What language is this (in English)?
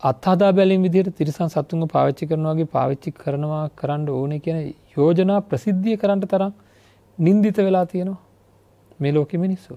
Sinhala